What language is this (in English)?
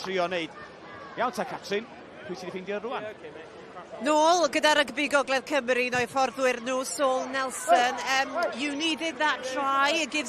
Welsh